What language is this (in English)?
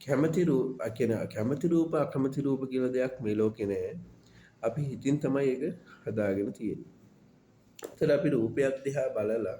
Sinhala